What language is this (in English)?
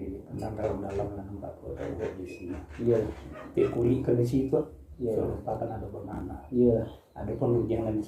Minangkabau